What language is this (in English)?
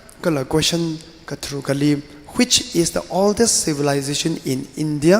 Tangkhul Naga (India)